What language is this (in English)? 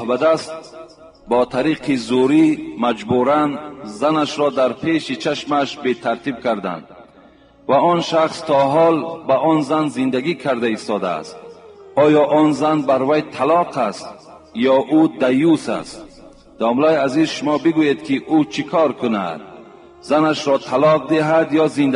Tajik